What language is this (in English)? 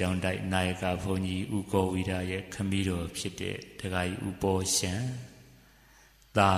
Burmese